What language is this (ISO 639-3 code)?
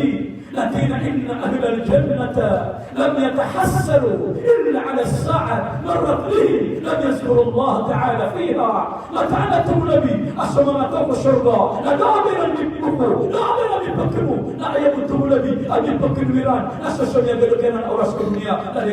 mrw